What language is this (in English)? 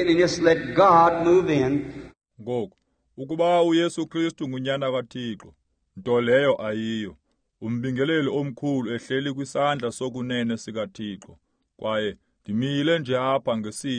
Xhosa